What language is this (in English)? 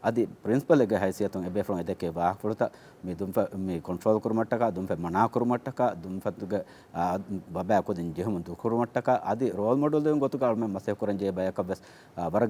Divehi